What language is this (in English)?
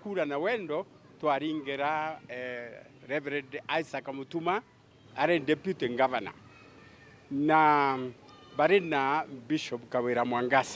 Meru